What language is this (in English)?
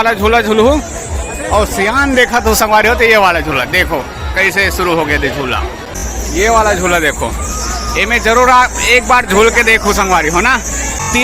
Chhattisgarhi